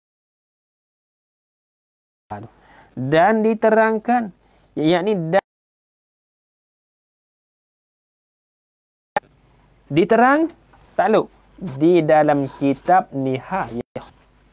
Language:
Malay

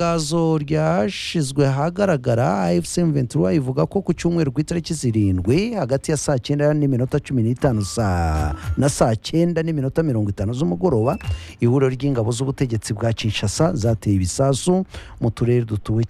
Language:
Kinyarwanda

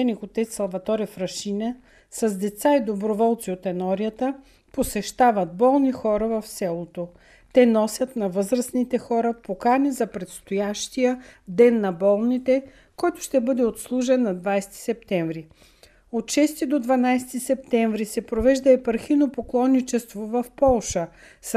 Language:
Bulgarian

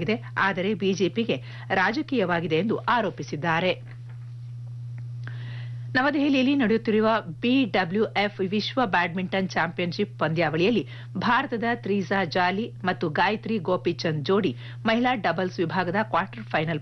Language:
Kannada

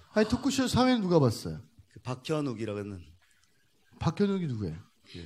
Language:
Korean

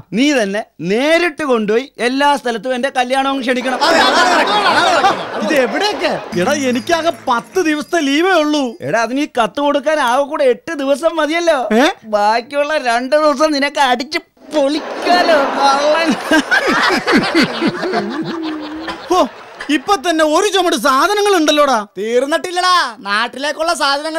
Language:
Malayalam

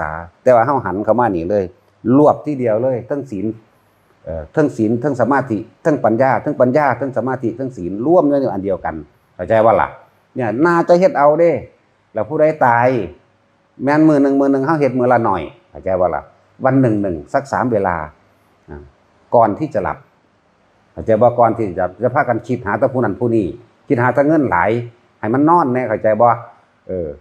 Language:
Northeastern Thai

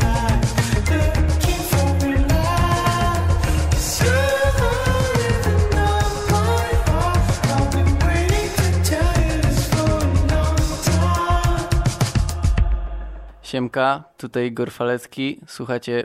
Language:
Polish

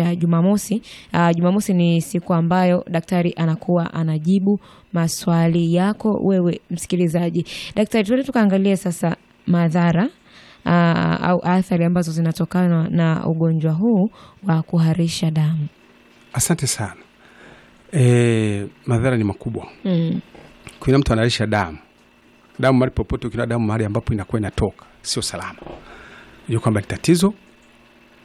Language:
Swahili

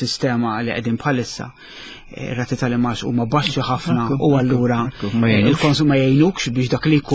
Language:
Maltese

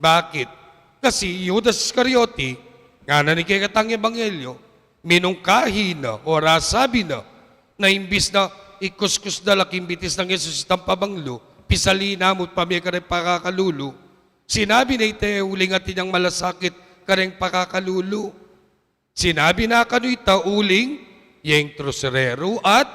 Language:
Pampanga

